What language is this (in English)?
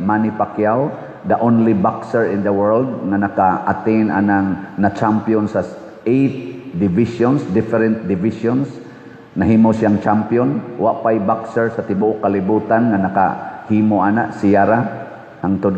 Cebuano